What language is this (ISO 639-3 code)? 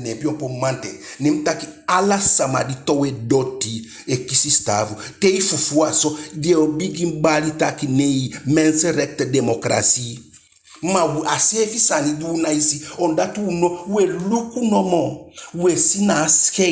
djk